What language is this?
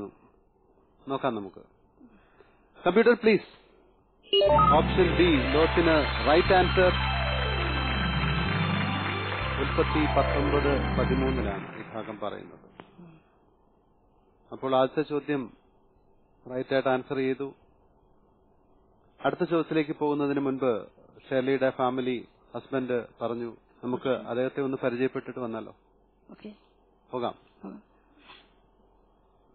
Malayalam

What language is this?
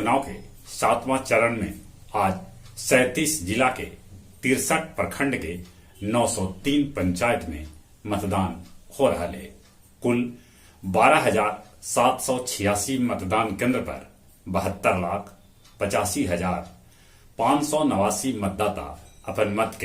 Magahi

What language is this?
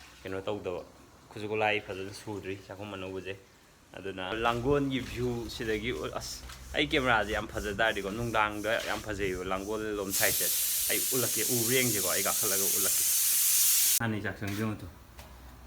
Manipuri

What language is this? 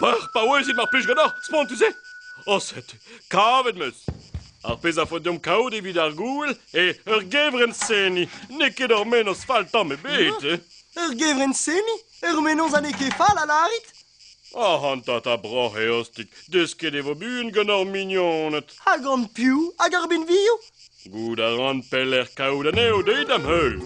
Breton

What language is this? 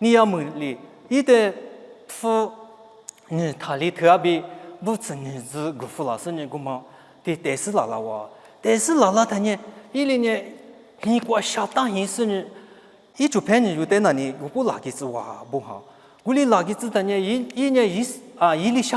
Lisu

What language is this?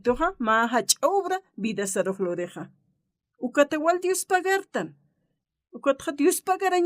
Aymara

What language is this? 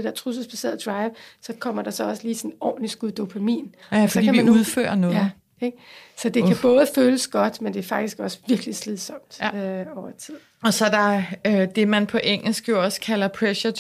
Danish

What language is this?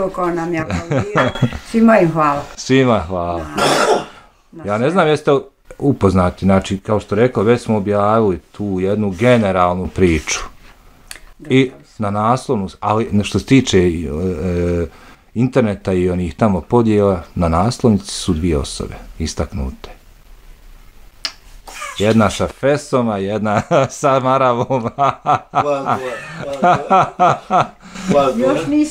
Bosnian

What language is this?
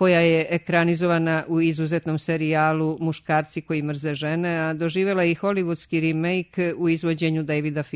Serbian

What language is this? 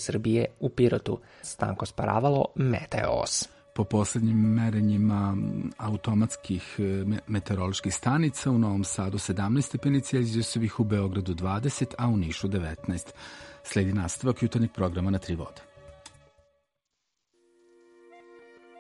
Serbian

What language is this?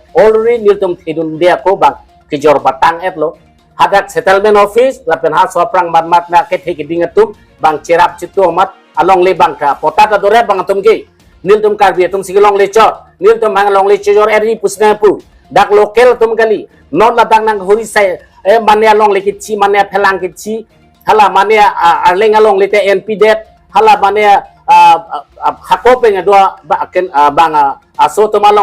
Karbi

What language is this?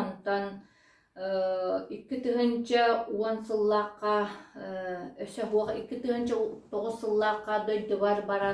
Yakut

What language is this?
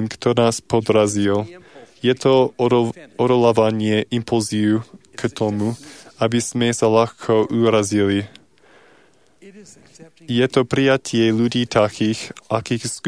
Slovak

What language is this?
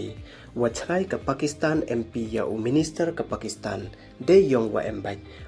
Pnar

